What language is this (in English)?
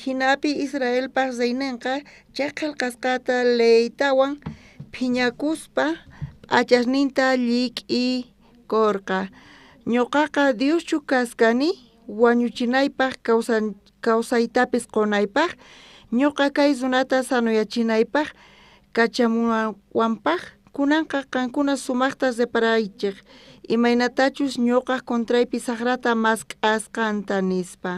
South Bolivian Quechua